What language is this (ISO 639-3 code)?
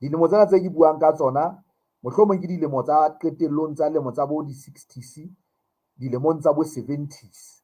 sot